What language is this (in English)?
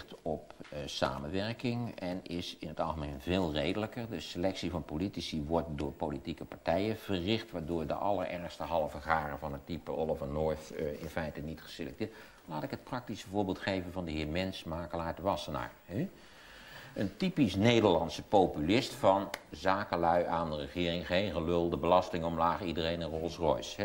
Dutch